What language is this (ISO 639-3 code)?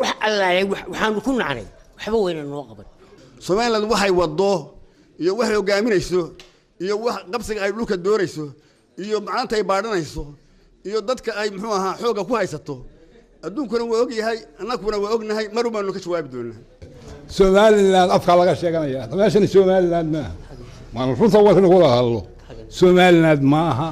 som